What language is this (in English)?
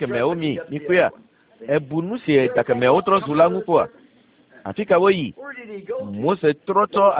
Ewe